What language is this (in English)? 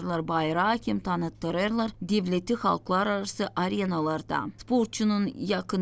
Gagauz